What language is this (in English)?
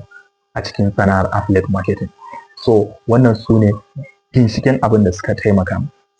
Hausa